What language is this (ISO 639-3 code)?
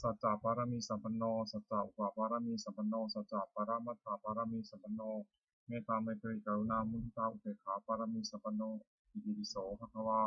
pli